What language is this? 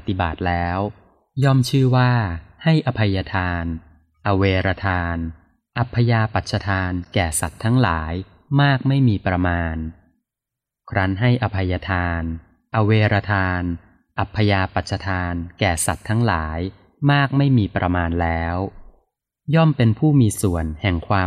Thai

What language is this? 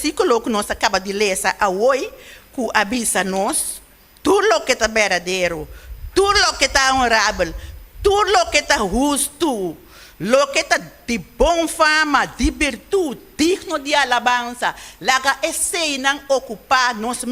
Papiamento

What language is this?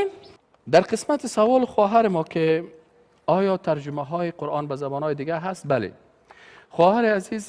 Persian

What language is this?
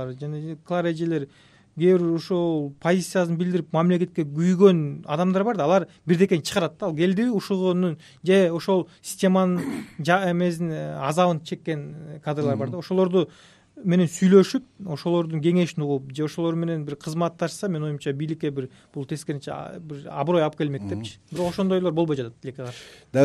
Kyrgyz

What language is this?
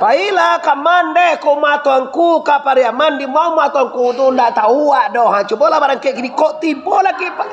Minangkabau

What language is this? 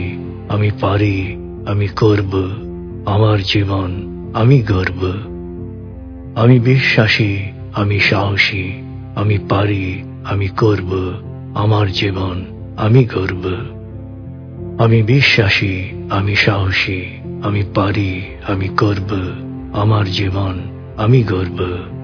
Bangla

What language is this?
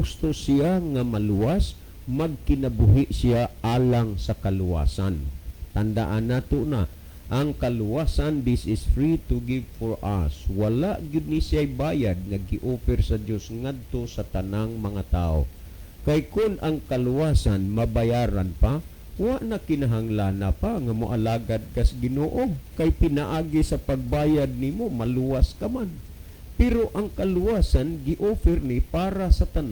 Cebuano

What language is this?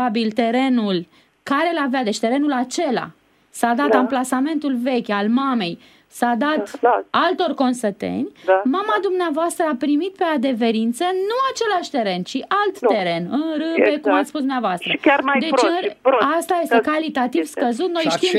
Romanian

